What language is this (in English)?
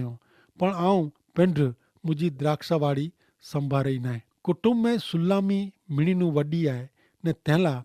Kachhi